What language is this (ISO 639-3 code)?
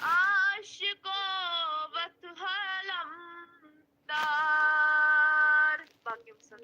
kas